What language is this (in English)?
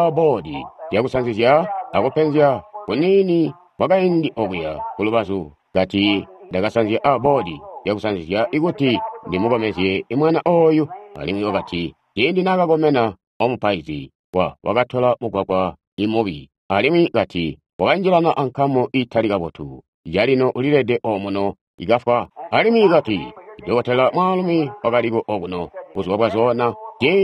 Tonga (Zambia)